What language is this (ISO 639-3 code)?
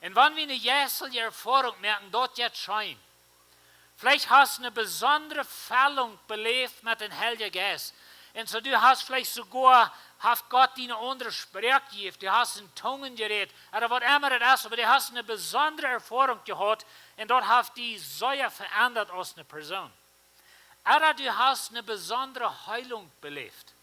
pdt